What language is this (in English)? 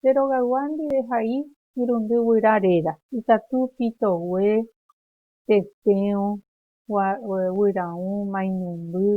Guarani